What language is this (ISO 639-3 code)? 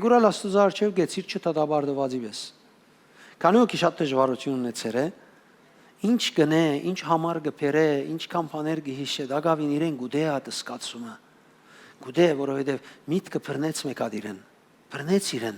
hyw